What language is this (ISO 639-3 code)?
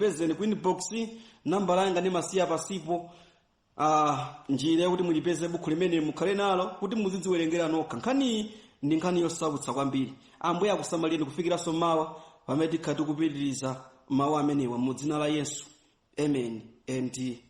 nya